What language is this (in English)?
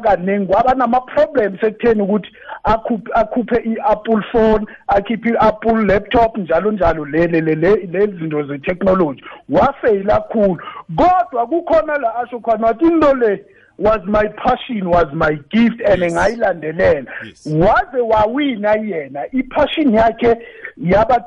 South Ndebele